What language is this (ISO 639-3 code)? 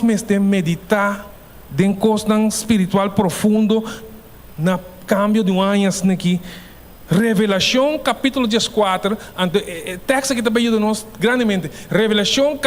pap